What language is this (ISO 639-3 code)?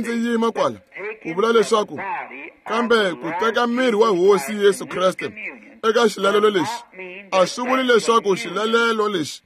tso